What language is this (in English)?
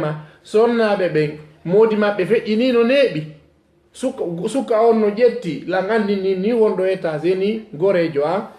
Fula